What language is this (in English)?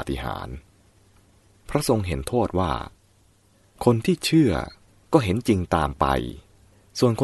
Thai